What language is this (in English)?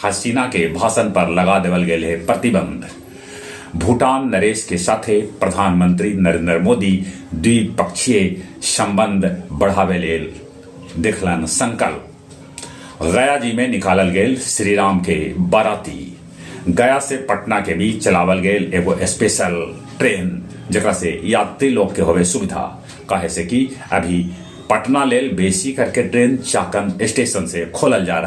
Magahi